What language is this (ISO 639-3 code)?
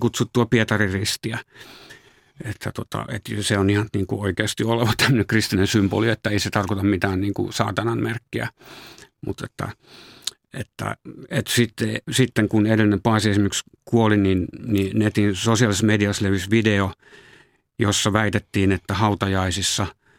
fin